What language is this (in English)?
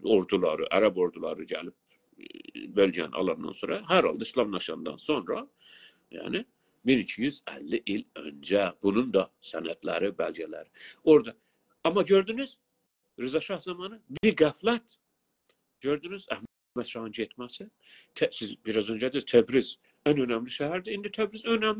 South Azerbaijani